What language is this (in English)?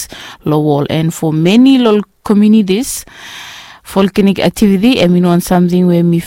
Bislama